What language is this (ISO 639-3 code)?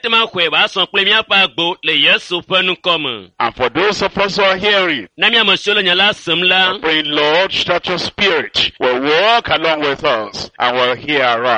ewe